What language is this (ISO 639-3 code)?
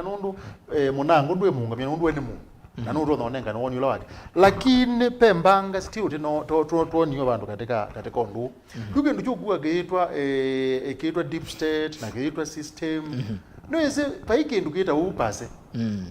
kam